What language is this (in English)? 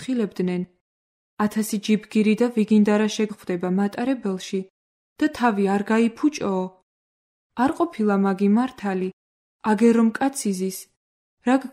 Georgian